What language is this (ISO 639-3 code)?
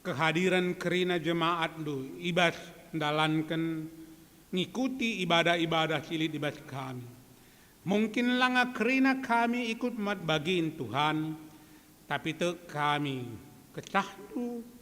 btx